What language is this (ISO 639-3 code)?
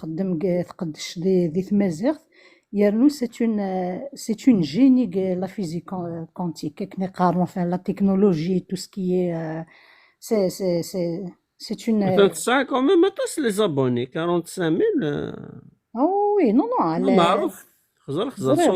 kab